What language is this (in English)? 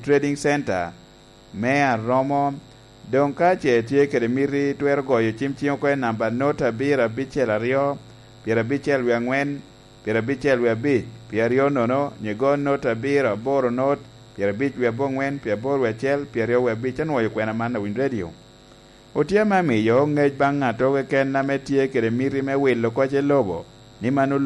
Lango (Uganda)